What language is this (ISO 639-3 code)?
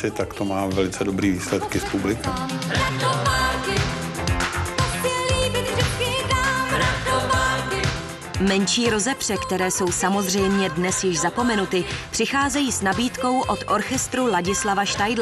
ces